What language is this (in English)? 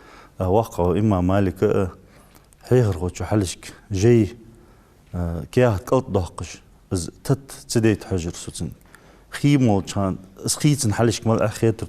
Ingush